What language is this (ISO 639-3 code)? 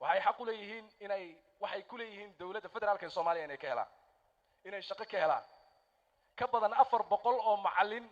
som